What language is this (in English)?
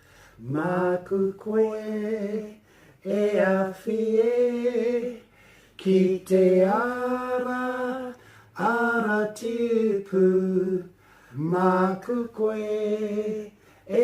Māori